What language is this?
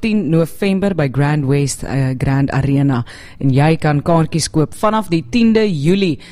Afrikaans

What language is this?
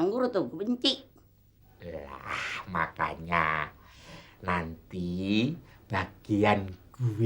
Betawi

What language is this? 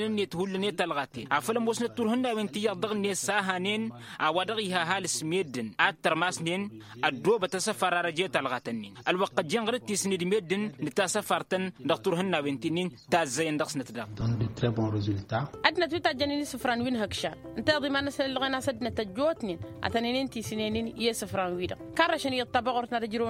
Tamasheq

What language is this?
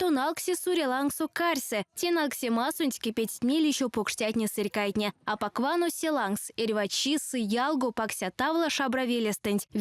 Erzya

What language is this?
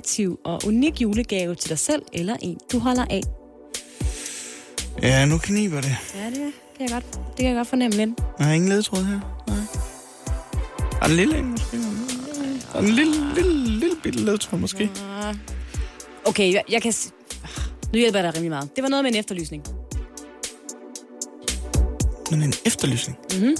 Danish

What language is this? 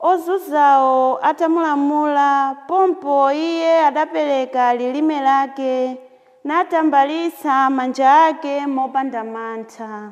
Nyanja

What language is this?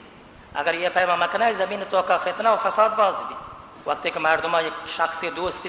Baluchi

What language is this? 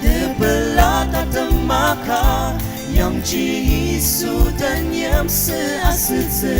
Ao Naga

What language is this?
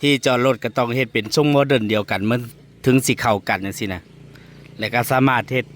Northeastern Thai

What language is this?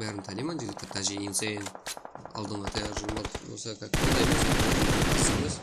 Kara-Kalpak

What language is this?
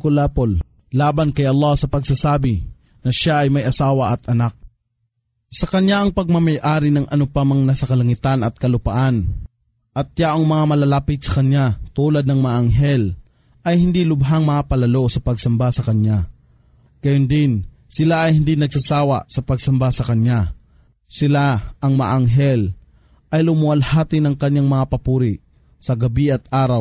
Filipino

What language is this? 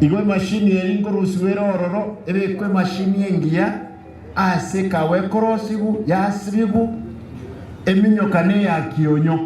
Gusii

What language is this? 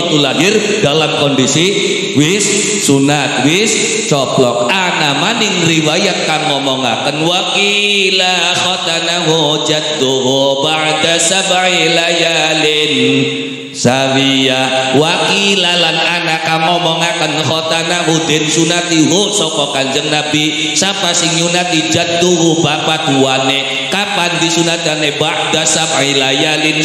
Javanese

